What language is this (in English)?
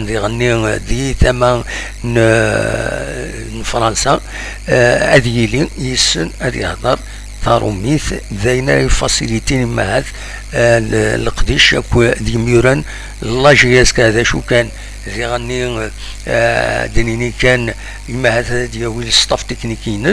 Kabyle